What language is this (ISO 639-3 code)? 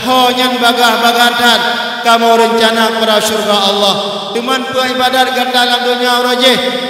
ace